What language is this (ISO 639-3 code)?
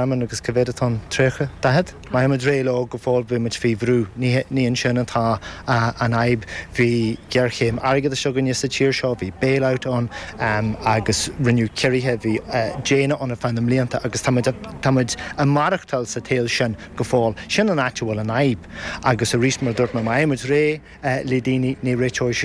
gle